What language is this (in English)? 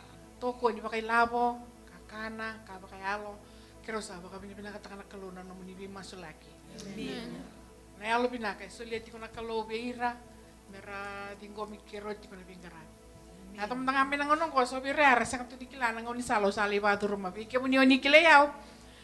Fijian